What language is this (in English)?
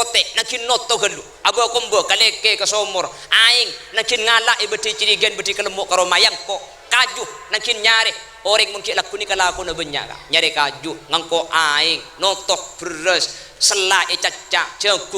Madurese